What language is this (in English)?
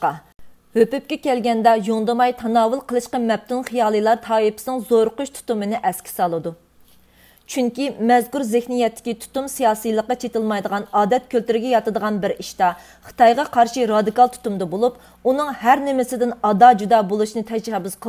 Uyghur